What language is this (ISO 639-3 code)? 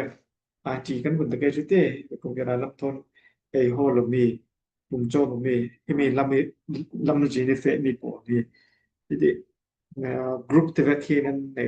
cfm